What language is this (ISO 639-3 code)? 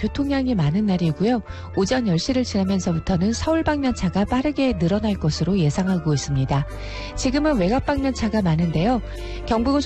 kor